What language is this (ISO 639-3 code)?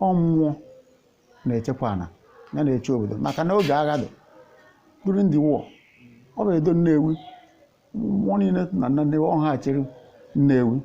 ibo